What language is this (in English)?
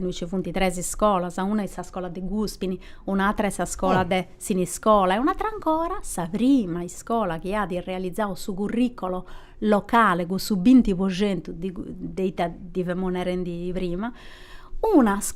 Sardinian